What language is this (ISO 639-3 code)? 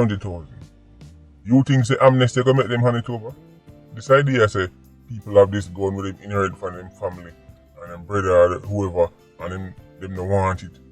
jam